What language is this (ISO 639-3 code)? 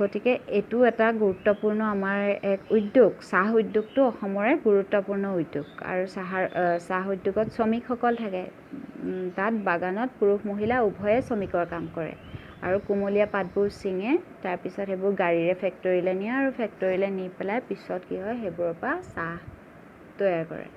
asm